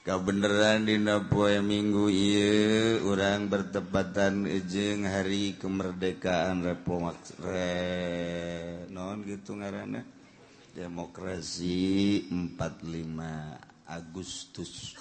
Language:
Sundanese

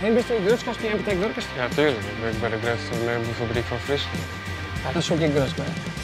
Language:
Western Frisian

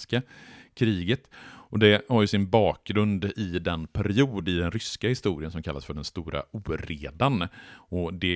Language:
Swedish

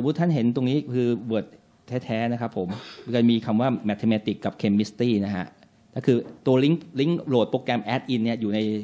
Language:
Thai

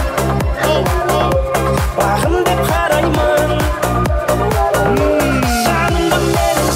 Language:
Kara-Kalpak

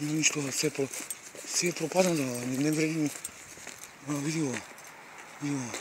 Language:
Macedonian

